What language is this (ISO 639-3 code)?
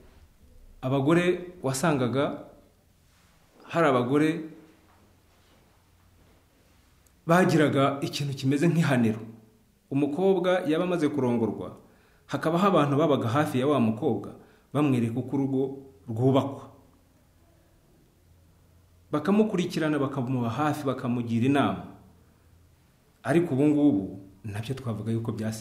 kin